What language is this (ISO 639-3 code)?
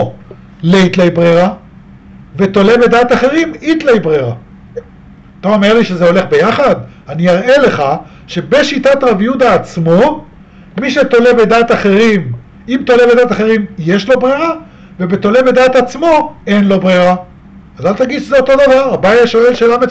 heb